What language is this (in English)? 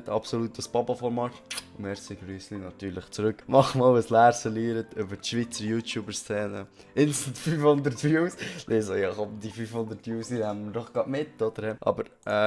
Swiss German